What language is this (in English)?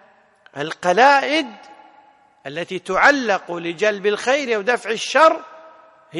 Arabic